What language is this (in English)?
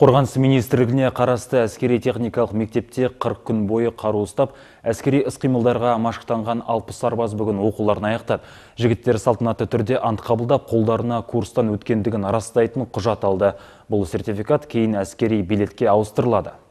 Kazakh